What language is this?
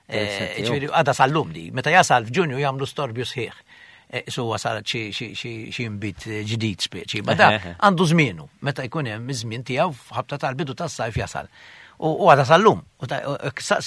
Maltese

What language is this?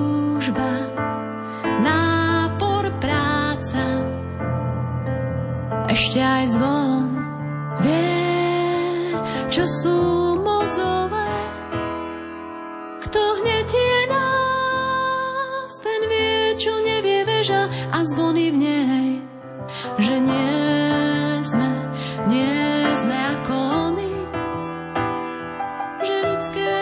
Slovak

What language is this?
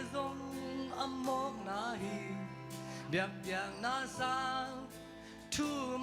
Tedim Chin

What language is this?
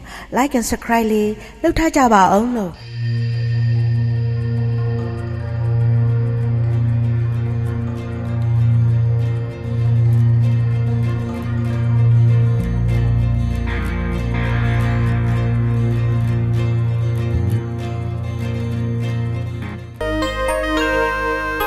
Burmese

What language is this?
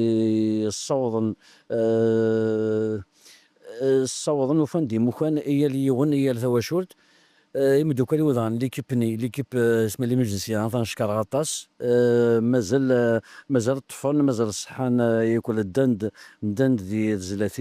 Kabyle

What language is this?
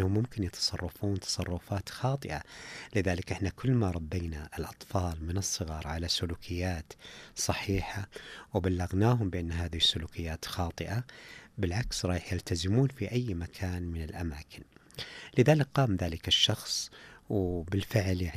Najdi Arabic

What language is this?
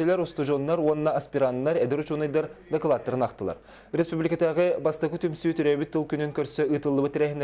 Yakut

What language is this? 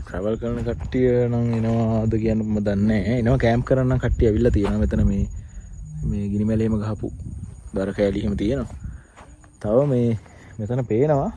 Sinhala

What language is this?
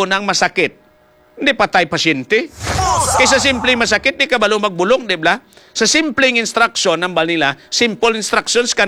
Hiligaynon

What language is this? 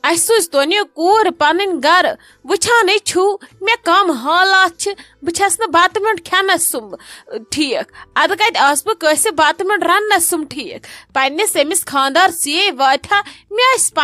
Kashmiri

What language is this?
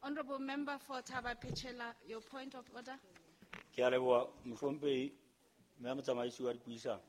Southern Sotho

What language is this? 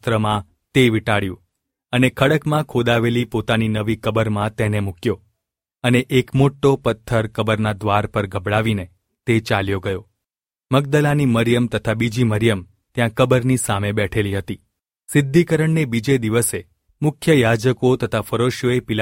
Gujarati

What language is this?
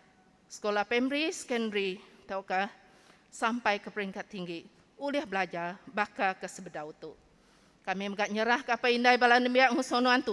Iban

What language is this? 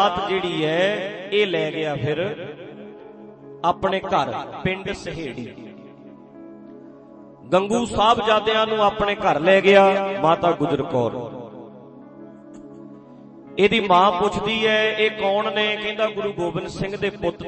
Punjabi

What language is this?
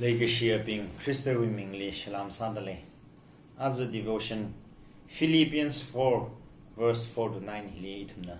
Tangkhul Naga (India)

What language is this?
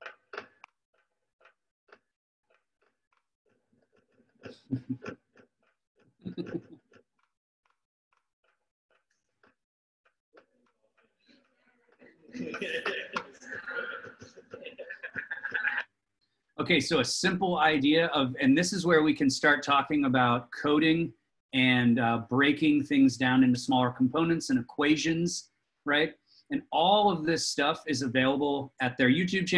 English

